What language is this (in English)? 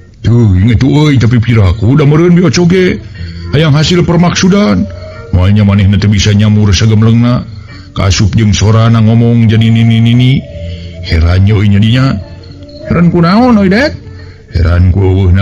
Sundanese